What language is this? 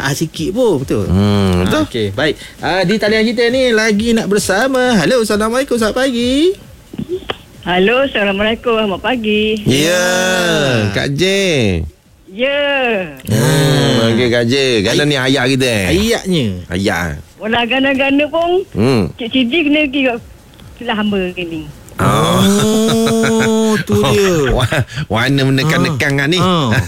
Malay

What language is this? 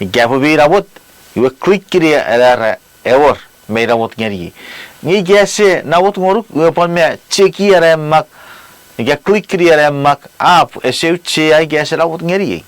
Chuukese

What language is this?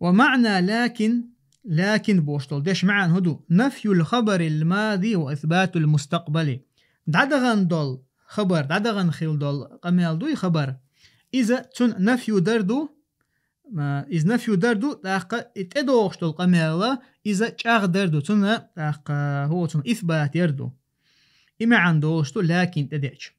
Chechen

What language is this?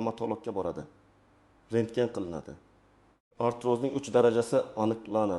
Uzbek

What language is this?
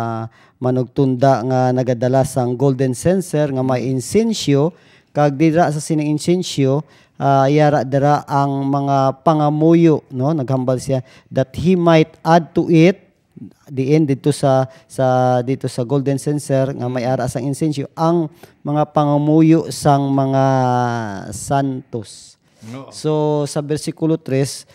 Hiligaynon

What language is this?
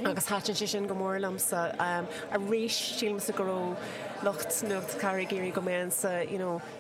Irish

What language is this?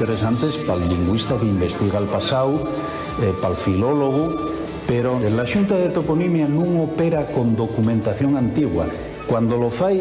Asturian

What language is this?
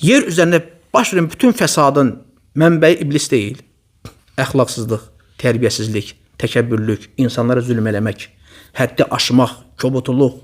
Azerbaijani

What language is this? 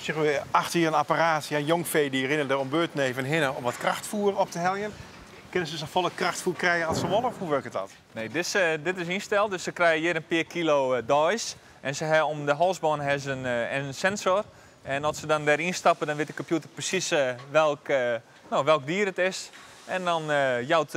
Western Frisian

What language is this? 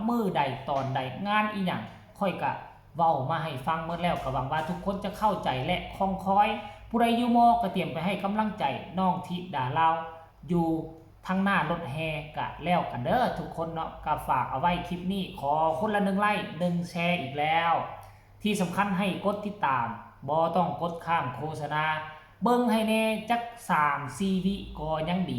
Northeastern Thai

